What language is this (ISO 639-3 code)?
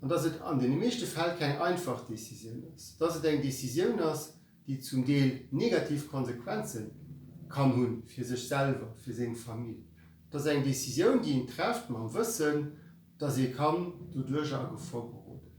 ltz